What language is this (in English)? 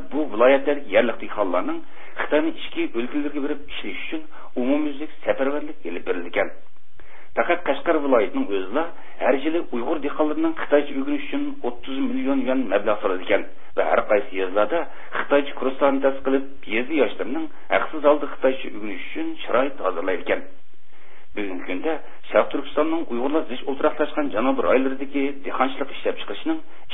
Uyghur